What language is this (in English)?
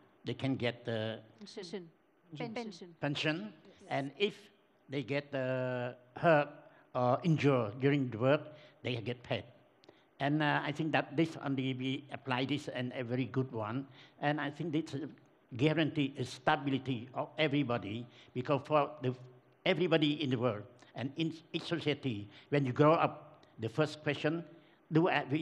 English